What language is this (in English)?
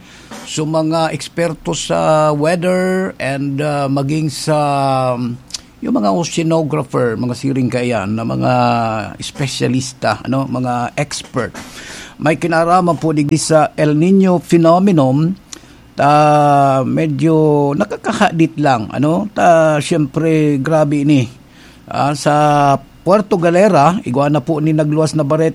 Bikol